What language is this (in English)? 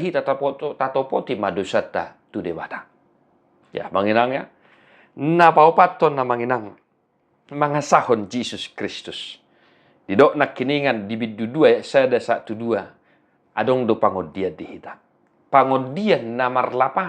Batak Toba